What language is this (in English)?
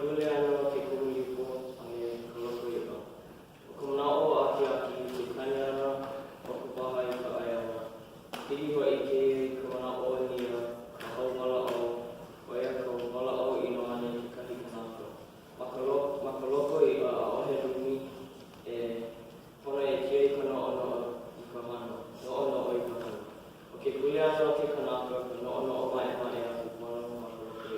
Hawaiian